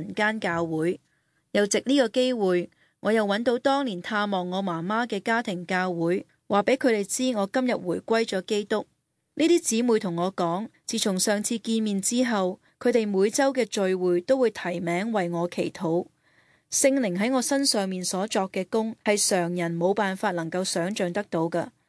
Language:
Cantonese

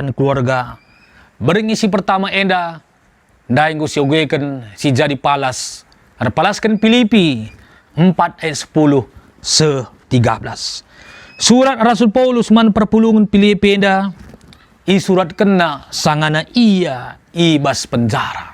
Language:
Batak Karo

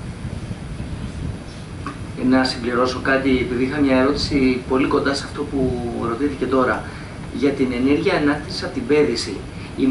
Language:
Greek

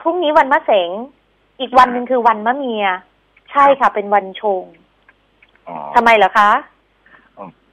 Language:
Thai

